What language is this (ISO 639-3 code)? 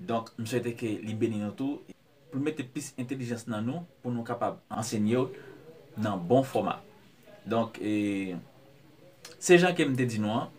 hat